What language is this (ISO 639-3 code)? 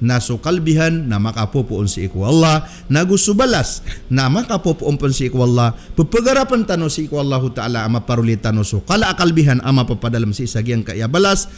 mrw